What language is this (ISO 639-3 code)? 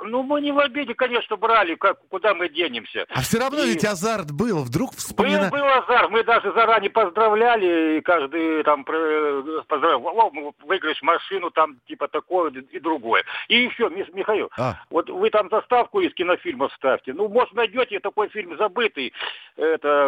rus